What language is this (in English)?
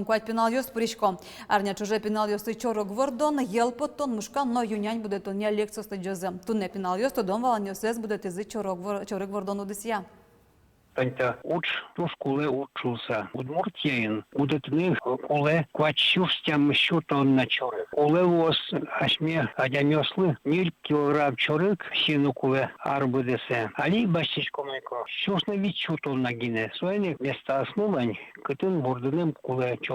Udmurt